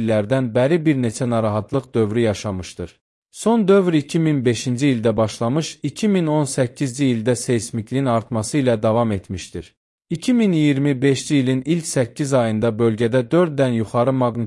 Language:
Azerbaijani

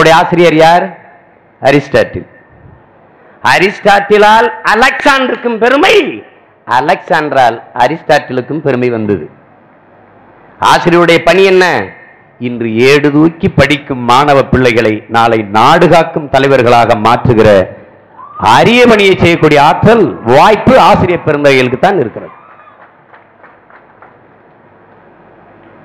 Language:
Tamil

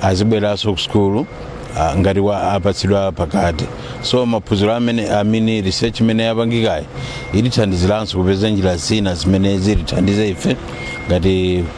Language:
Nyanja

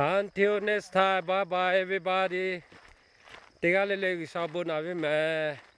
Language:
Lahu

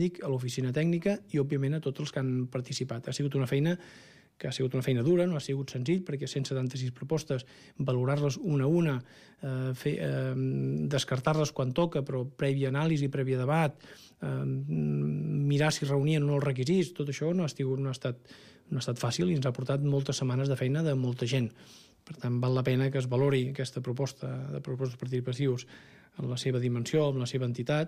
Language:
Catalan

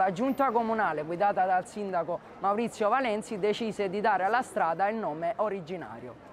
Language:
Italian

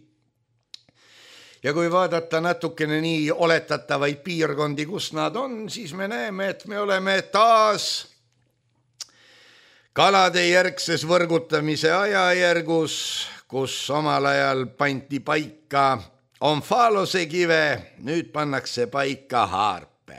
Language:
Estonian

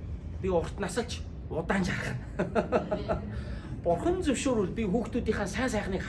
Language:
Mongolian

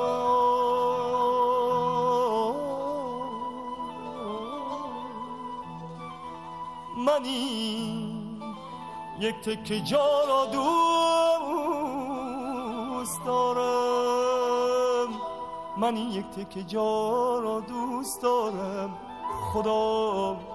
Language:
Persian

